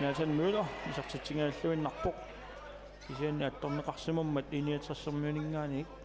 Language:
Kalaallisut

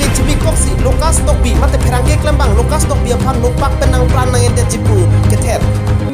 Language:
Karbi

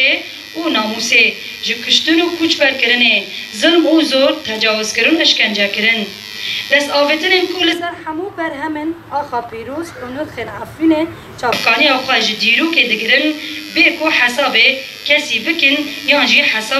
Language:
Kurdish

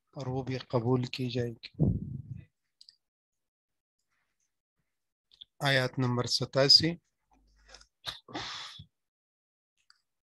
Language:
Urdu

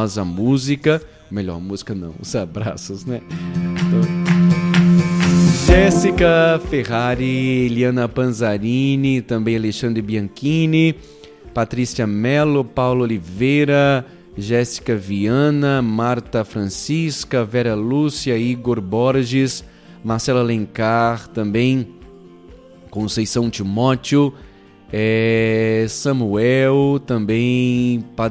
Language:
Portuguese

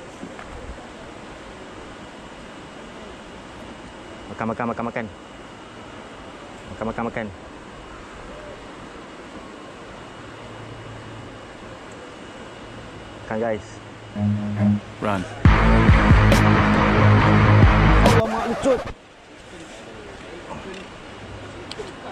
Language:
Malay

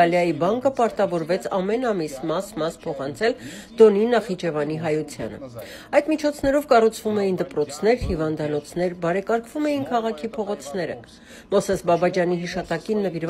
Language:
Armenian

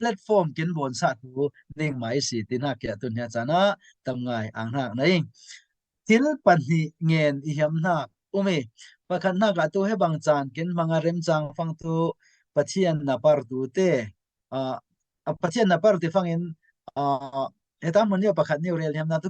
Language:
Falam Chin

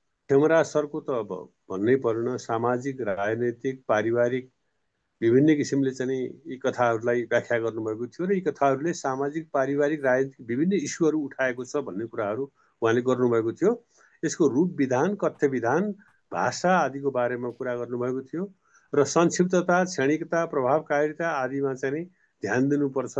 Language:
Nepali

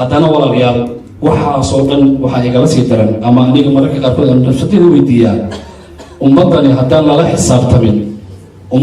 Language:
Somali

